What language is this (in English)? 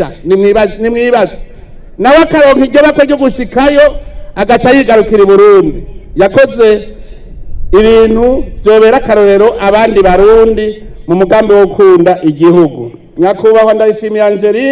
Rundi